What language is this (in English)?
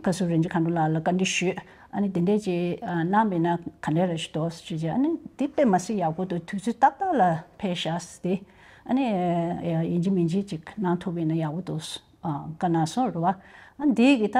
Tibetan